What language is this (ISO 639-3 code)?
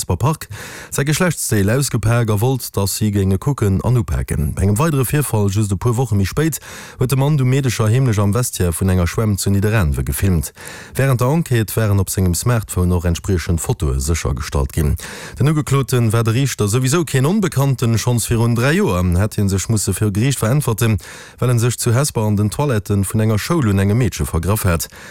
ltz